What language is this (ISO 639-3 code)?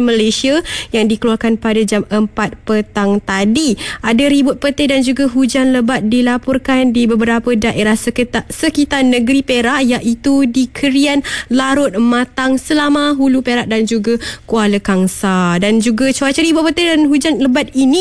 msa